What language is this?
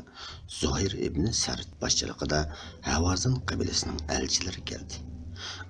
Uyghur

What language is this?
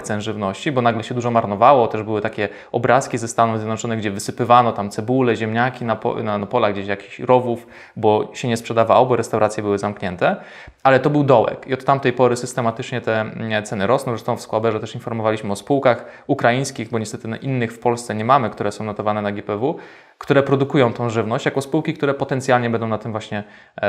Polish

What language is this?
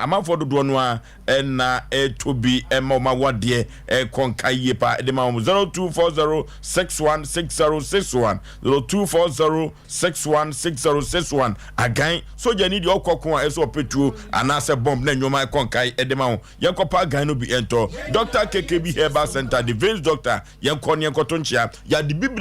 Akan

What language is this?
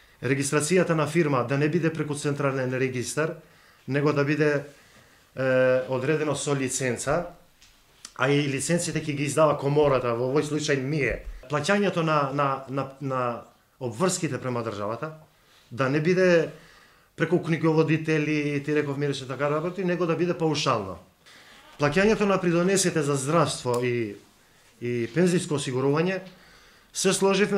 Macedonian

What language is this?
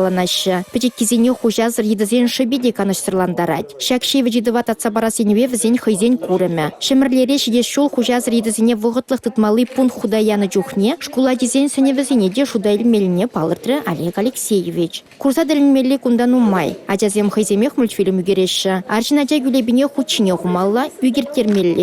Chuvash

